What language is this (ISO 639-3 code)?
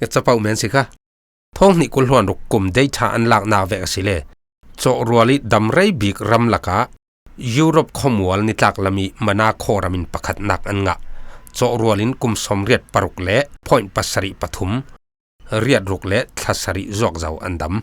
cfm